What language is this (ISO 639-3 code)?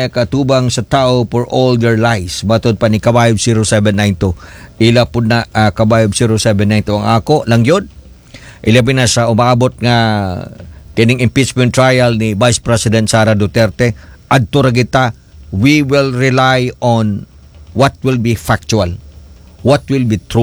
ceb